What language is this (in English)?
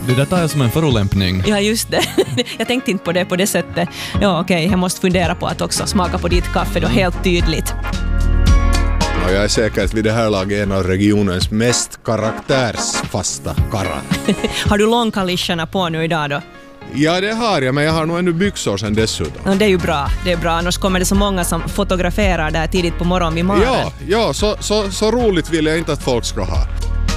Swedish